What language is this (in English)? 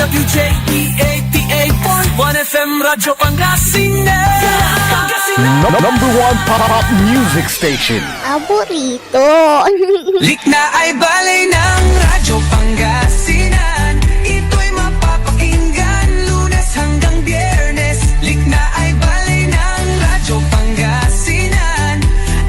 Pangasinan